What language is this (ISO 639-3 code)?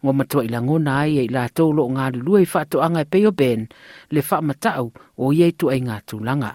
smo